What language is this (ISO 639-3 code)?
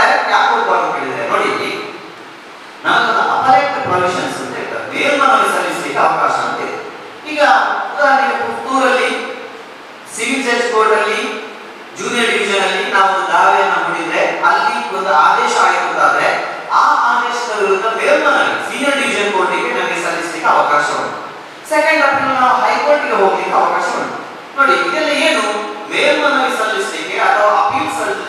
kan